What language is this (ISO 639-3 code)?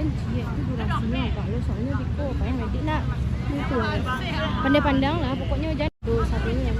min